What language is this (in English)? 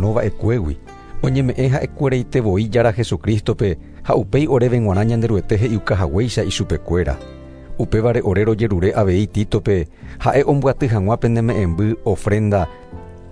Guarani